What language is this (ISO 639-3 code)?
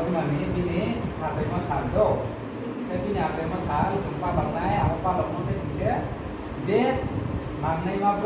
ria